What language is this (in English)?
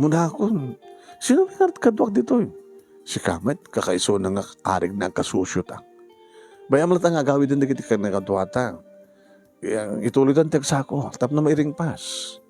Iloko